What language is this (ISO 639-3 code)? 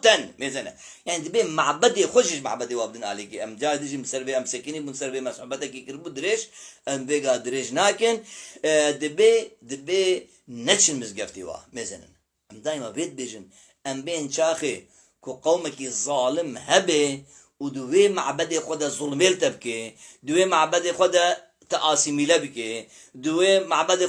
kur